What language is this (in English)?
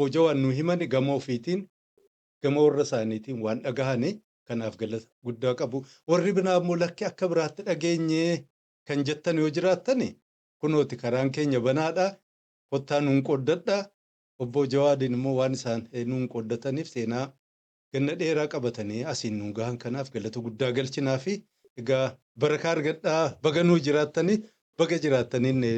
Oromo